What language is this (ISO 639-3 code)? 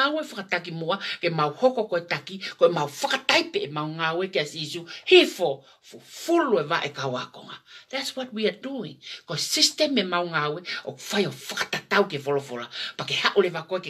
ton